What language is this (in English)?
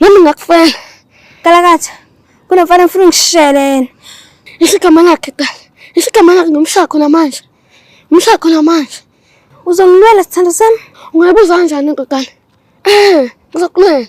Zulu